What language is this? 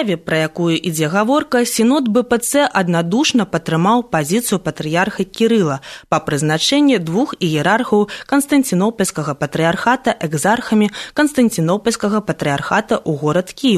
Belarusian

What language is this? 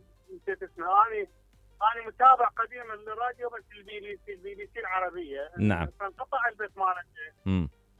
Mesopotamian Arabic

